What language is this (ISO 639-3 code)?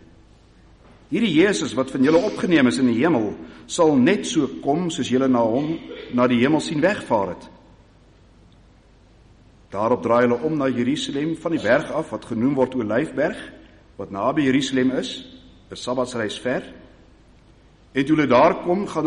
afr